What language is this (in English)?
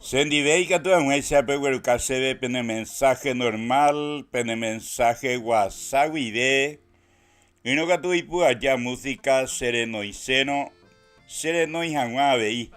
Guarani